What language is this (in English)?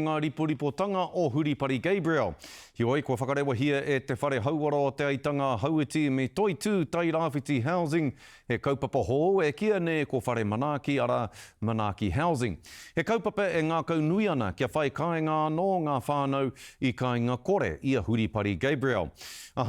Māori